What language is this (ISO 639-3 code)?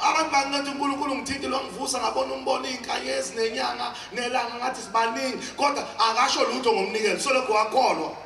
zul